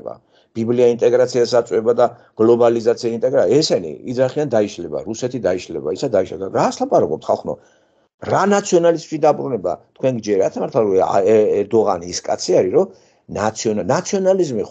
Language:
Georgian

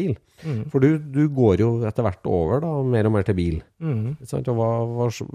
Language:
Norwegian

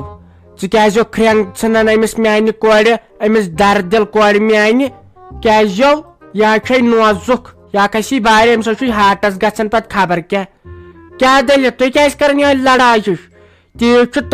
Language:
Kashmiri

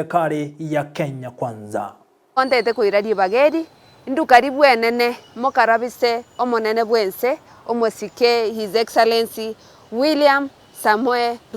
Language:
Gusii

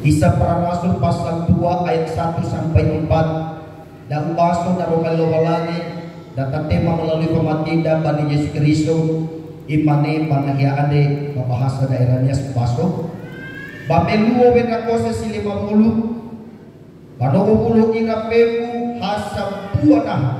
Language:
Nias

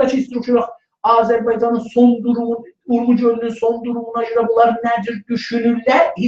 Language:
South Azerbaijani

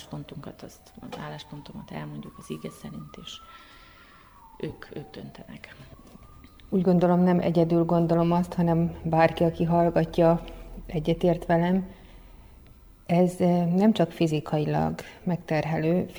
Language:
Hungarian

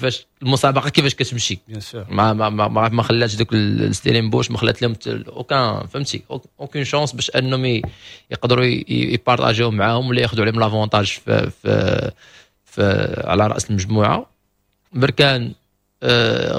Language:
Moroccan Arabic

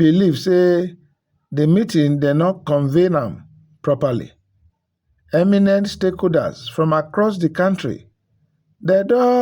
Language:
Nigerian Pidgin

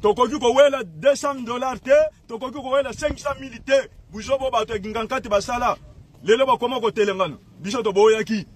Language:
Lingala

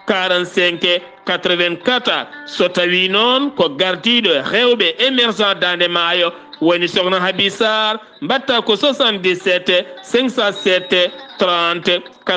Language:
Fula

